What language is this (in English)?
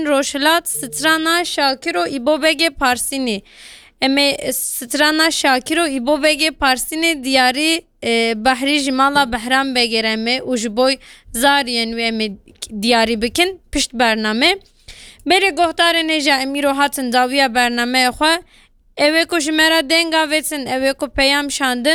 Kurdish